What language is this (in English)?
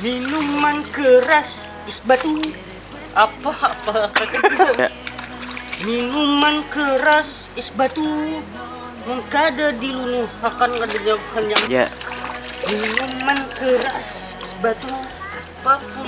Banjar